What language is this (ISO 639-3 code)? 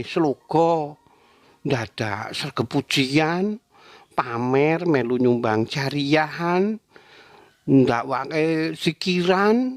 jav